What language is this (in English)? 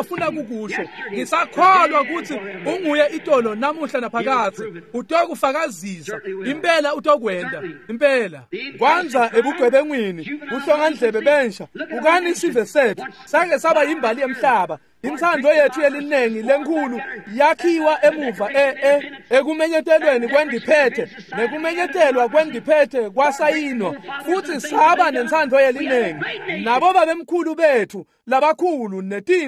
Swati